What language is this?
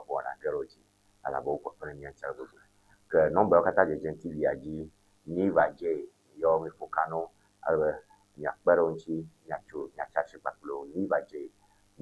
Ewe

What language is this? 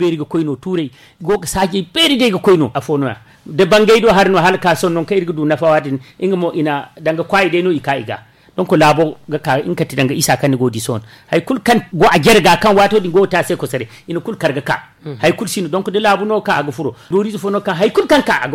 Zarma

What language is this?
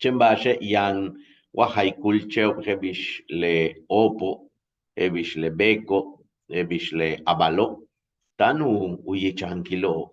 Yucateco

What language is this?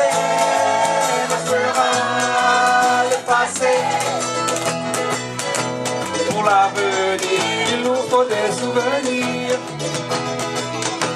French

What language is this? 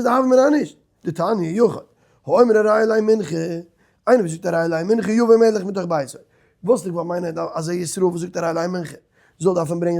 Yiddish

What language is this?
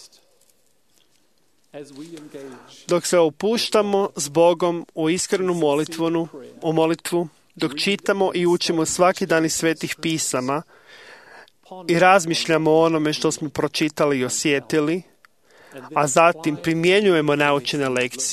Croatian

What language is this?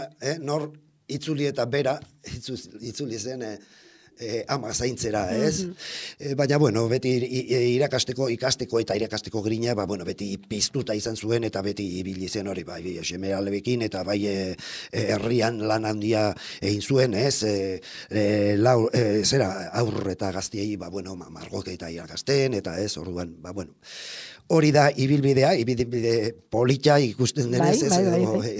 Basque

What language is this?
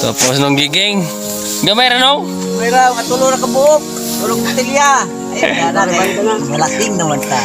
Cebuano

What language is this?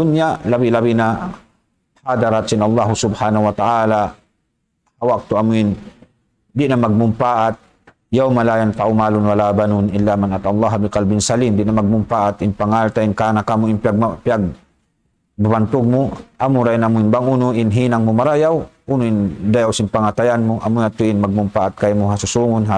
Tausug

